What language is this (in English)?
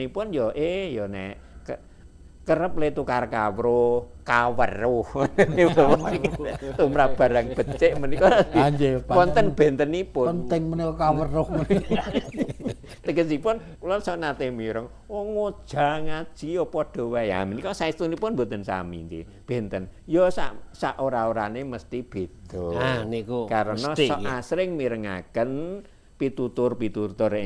Javanese